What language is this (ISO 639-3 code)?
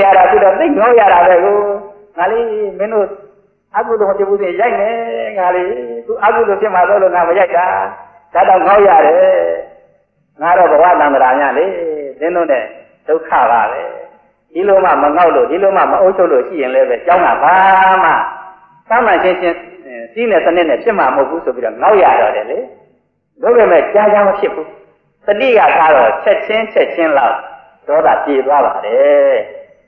mya